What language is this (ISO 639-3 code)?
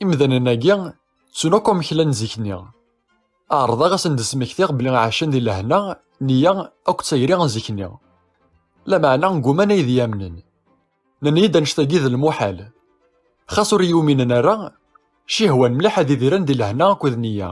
kab